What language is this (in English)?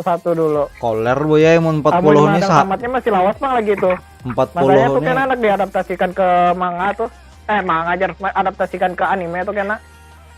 Banjar